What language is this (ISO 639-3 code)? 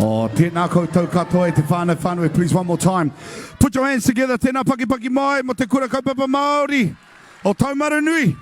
mri